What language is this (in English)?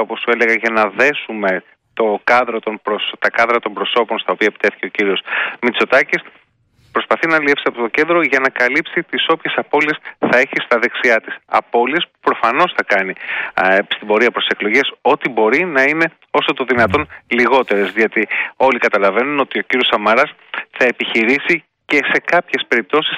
Greek